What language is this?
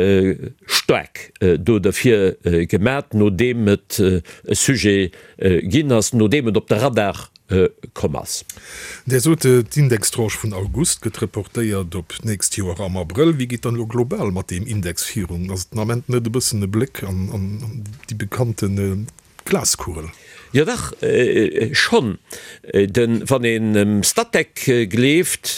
Luxembourgish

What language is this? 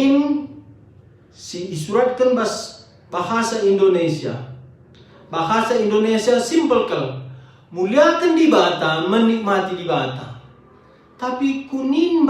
Batak Karo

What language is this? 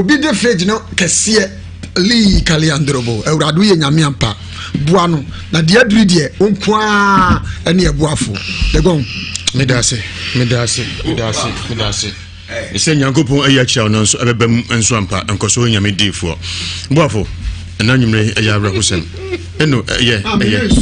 Akan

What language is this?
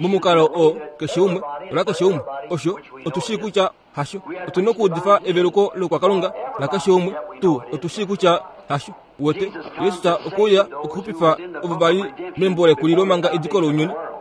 Kuanyama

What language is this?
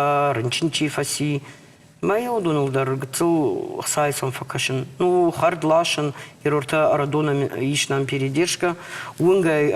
Ossetic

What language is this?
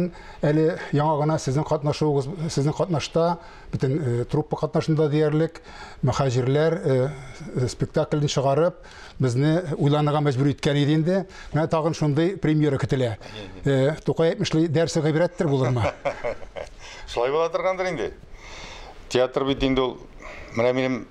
Tatar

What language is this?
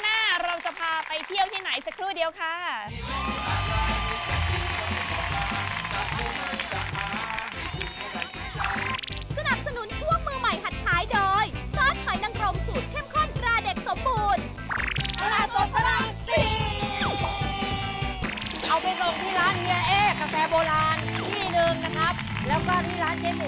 Thai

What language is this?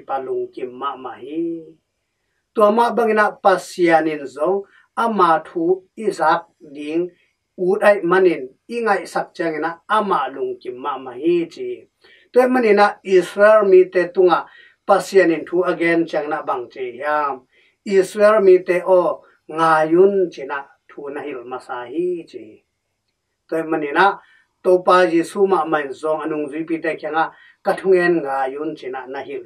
Tedim Chin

